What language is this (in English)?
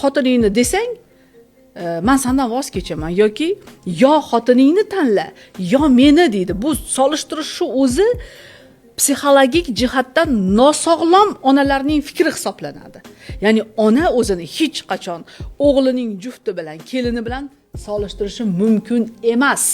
Uzbek